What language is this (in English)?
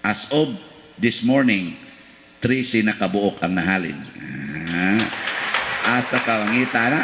Cebuano